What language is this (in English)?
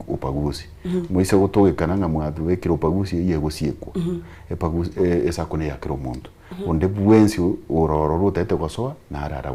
Gusii